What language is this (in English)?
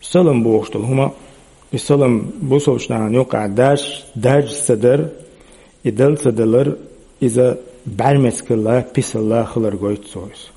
Chechen